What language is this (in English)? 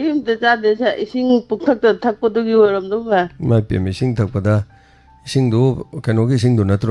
Manipuri